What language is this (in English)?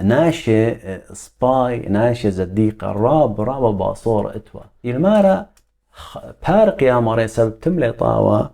Assyrian Neo-Aramaic